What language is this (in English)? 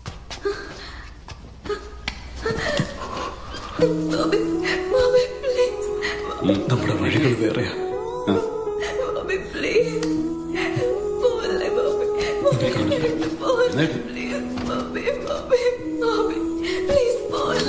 Malayalam